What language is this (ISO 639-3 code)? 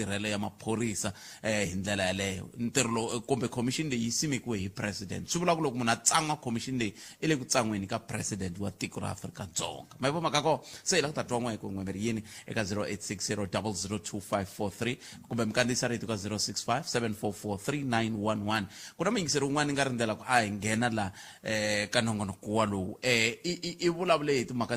tso